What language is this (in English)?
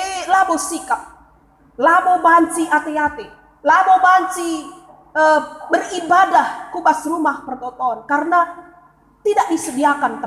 Batak Karo